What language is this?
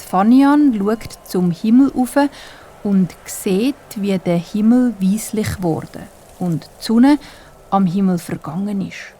Swiss German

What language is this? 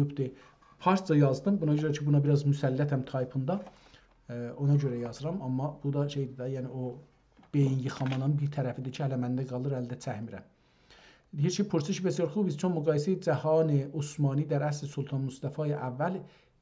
South Azerbaijani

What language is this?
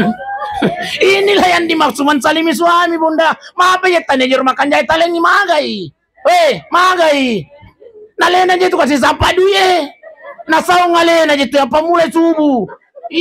Buginese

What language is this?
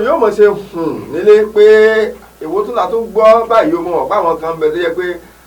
Yoruba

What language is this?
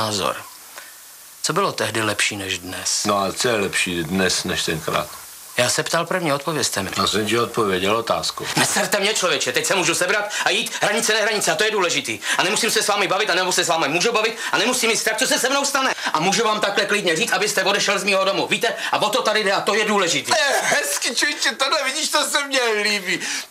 Czech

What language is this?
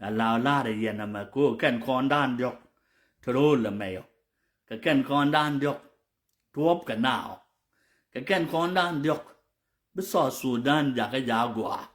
Nuer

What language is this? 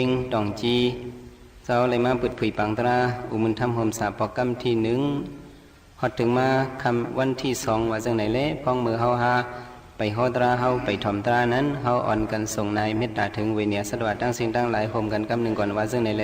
Shan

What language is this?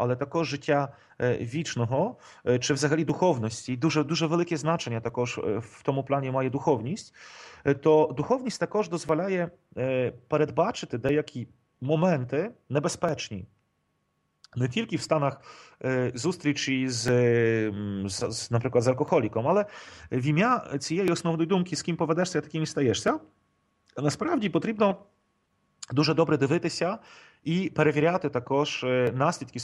Ukrainian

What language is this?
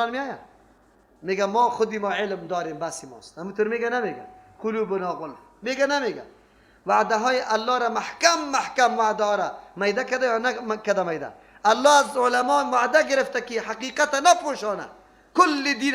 Persian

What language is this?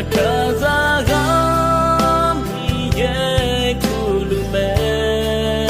Akha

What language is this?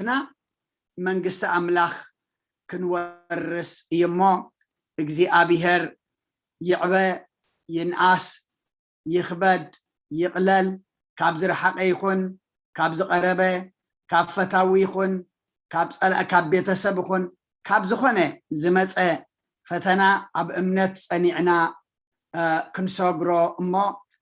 Tigrinya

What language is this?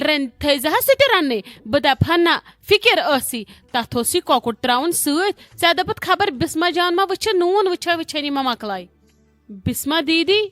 Kashmiri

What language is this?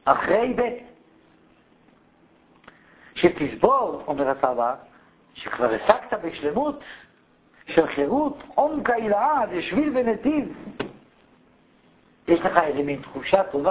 Hebrew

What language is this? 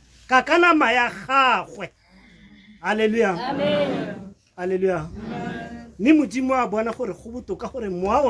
Tswana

